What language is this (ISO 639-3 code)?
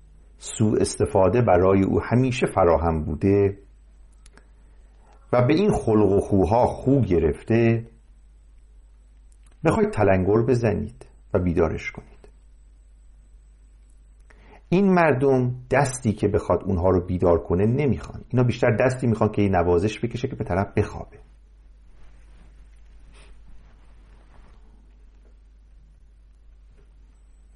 fas